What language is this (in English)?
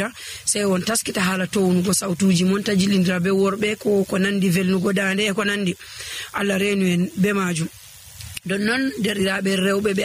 Nigerian Fulfulde